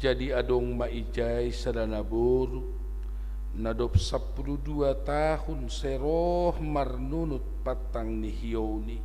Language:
Batak Simalungun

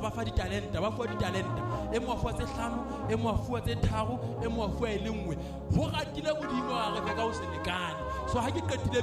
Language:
Southern Sotho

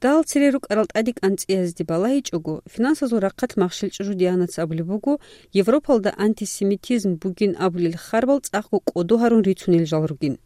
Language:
Avaric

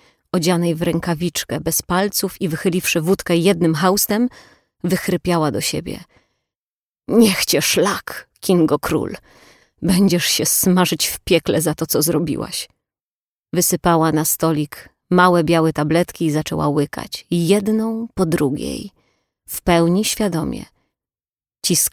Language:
Polish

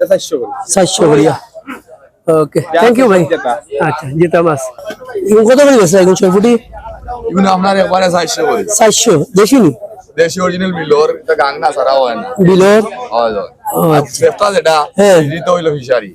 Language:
Sylheti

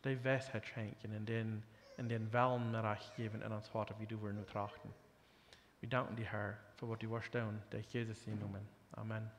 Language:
Plautdietsch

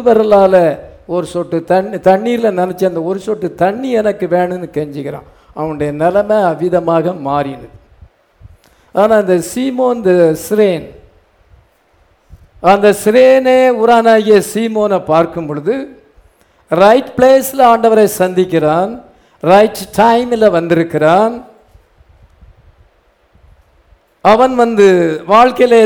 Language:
Tamil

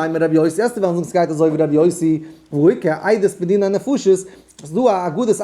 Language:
Yiddish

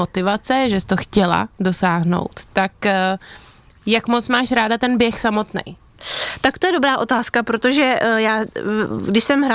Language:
Czech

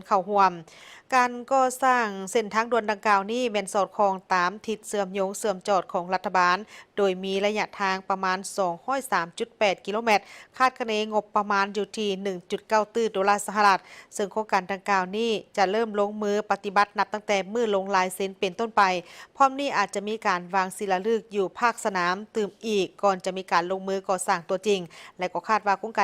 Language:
Lao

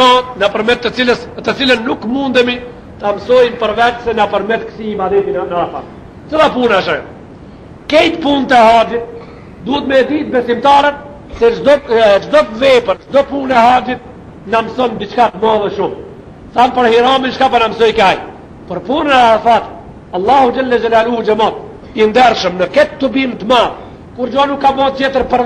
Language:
Albanian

